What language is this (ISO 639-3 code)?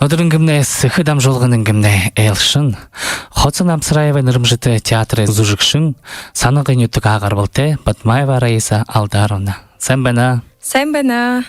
bua